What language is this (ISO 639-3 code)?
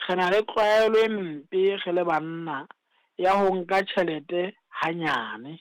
sot